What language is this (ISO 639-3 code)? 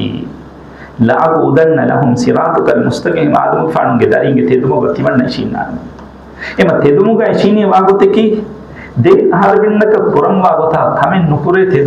div